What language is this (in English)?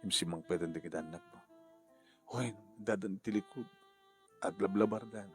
Iloko